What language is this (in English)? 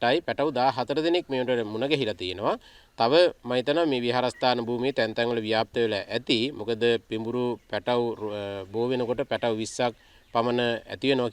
Sinhala